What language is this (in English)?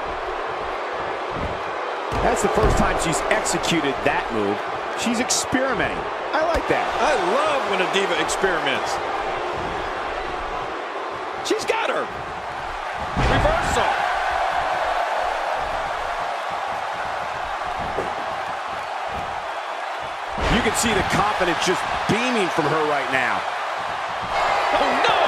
English